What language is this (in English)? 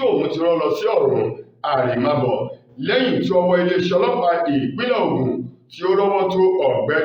Yoruba